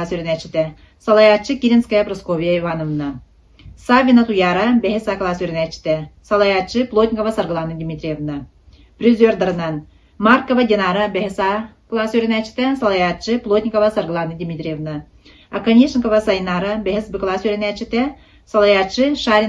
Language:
Yakut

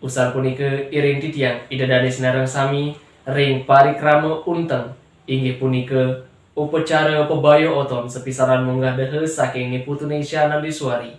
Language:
Balinese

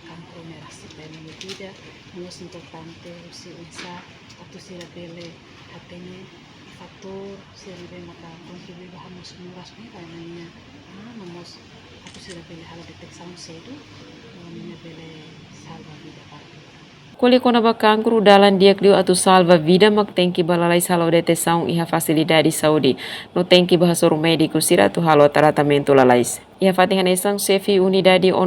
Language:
Tetum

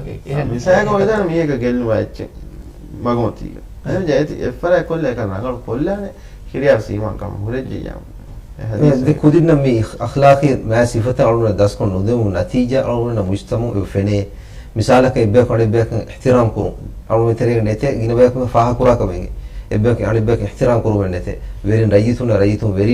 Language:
Divehi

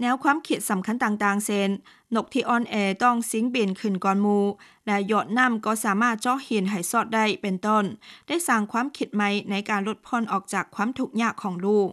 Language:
Lao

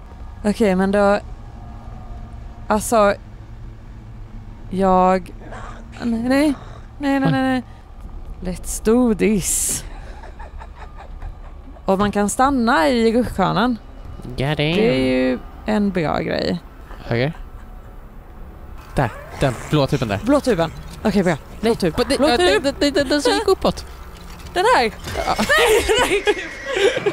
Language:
Swedish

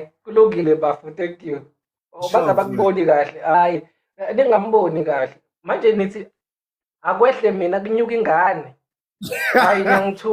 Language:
Zulu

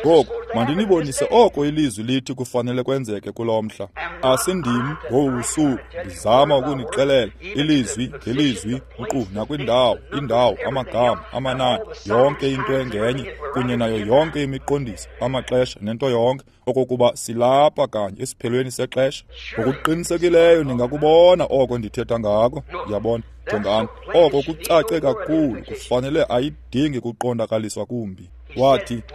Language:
Xhosa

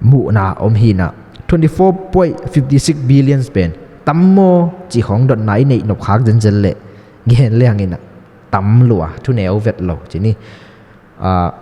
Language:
Tedim Chin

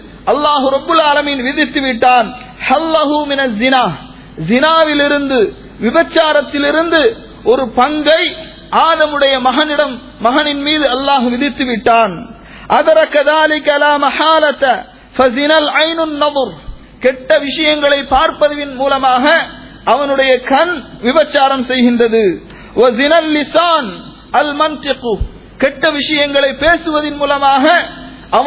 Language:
Tamil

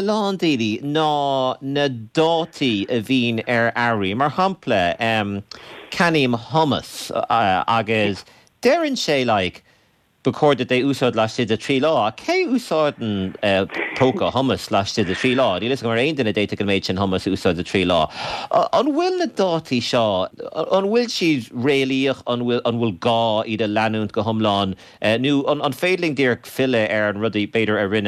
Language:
Irish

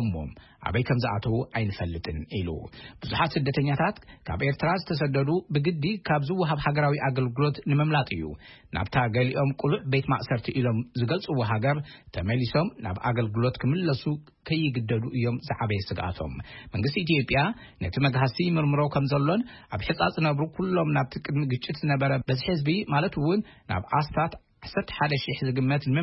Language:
Tigrinya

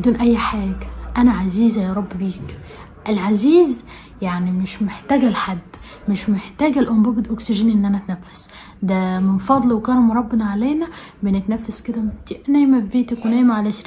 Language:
Egyptian Arabic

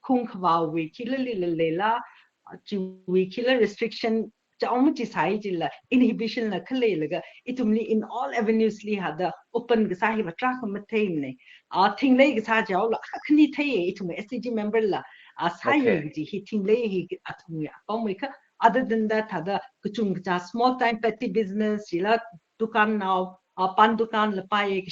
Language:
Tangkhul Naga (India)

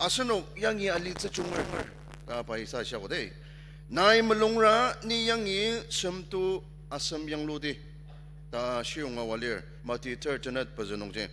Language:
Ao Naga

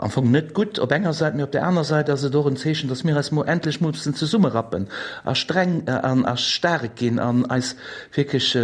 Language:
Luxembourgish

